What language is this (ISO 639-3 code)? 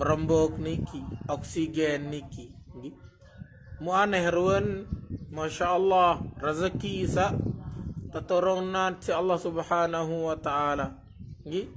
sas